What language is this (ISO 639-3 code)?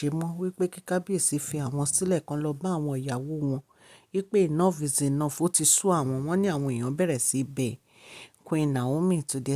yor